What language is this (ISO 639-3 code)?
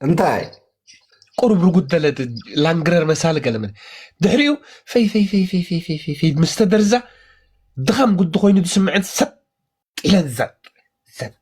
tir